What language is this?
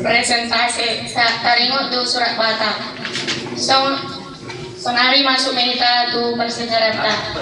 Batak Toba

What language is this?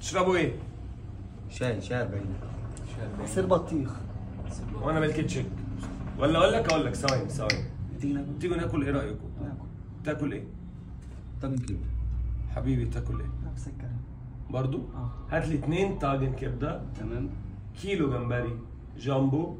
Egyptian Arabic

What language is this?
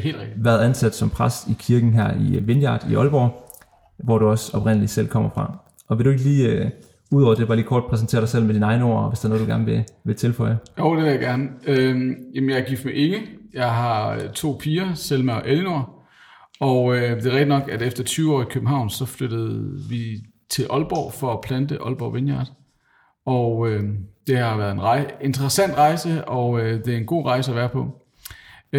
Danish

